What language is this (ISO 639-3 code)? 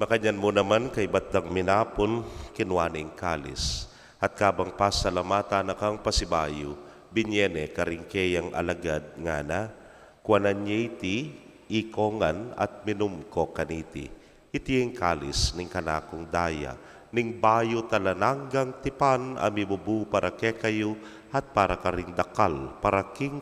pam